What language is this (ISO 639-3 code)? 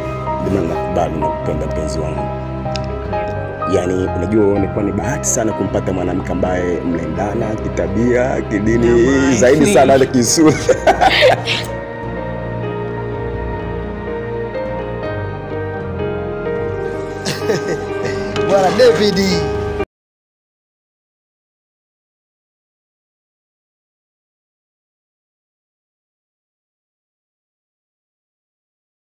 swa